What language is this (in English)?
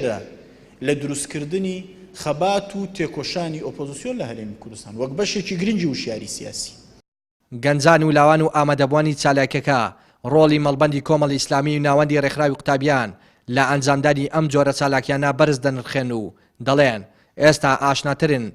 Central Kurdish